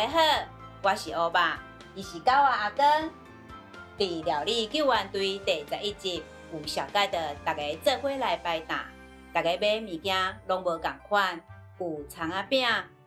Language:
Min Nan Chinese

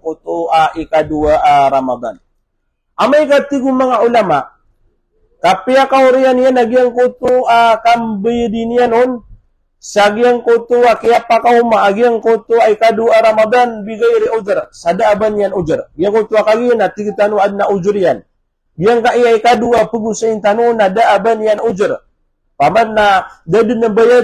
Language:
Maranao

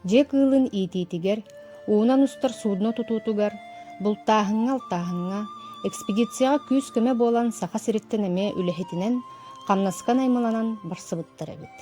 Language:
Yakut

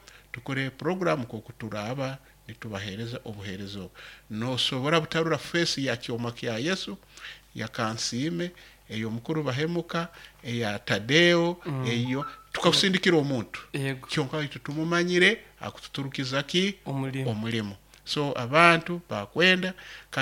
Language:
Nyoro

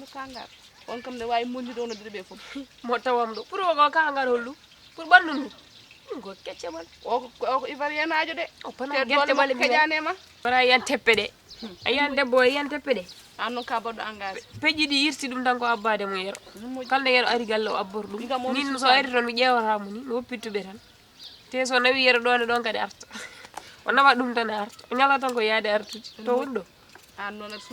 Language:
Fula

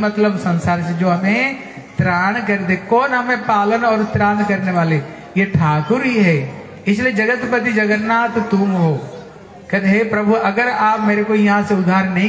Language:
Hindi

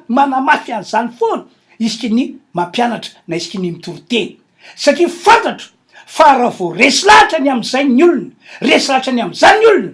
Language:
Malagasy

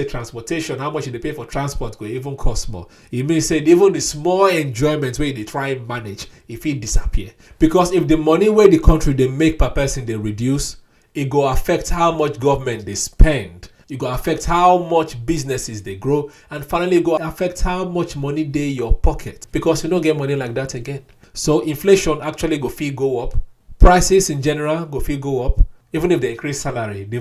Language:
Nigerian Pidgin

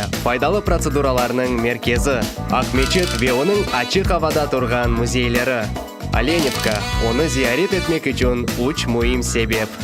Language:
Crimean Tatar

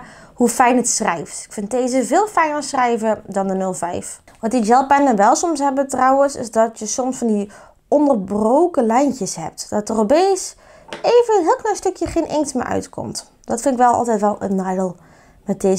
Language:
Dutch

